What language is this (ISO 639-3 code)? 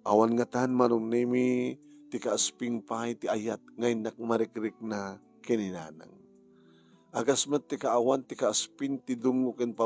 ilo